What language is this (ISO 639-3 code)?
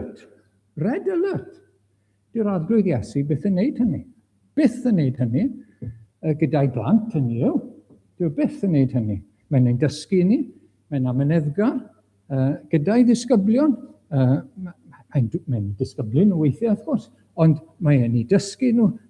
cym